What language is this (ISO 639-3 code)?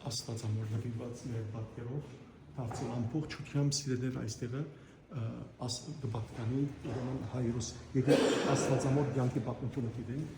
hyw